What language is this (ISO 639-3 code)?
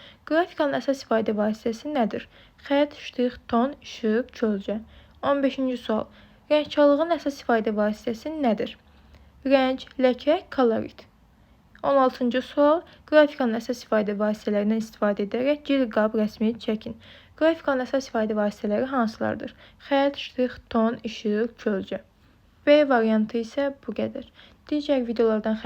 aze